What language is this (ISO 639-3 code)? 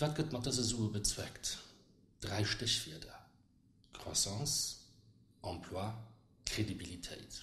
ltz